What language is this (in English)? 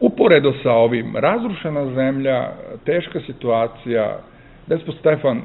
Serbian